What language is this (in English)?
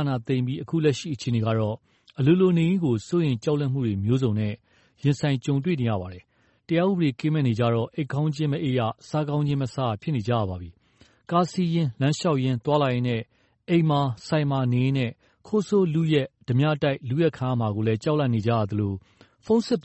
Burmese